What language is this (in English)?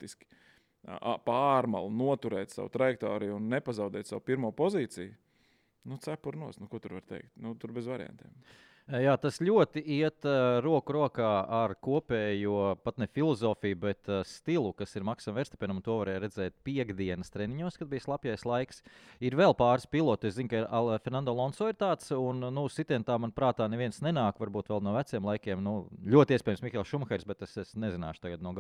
Latvian